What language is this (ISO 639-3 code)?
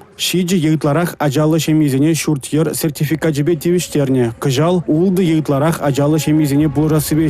chv